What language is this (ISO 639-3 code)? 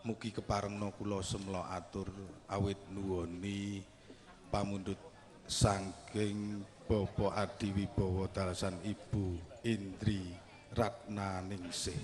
jav